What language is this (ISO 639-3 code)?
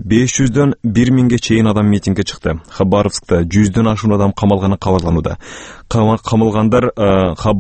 kir